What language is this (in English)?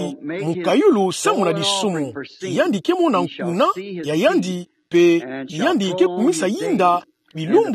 Kituba (Democratic Republic of Congo)